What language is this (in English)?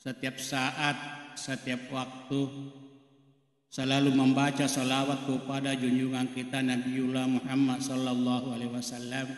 Buginese